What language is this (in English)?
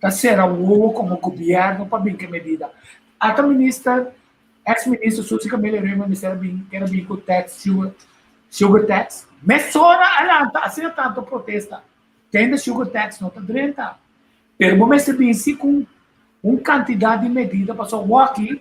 Papiamento